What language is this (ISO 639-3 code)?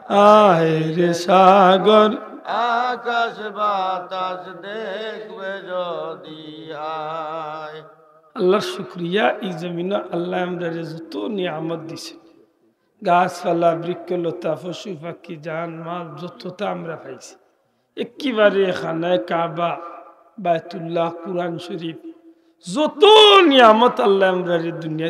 syl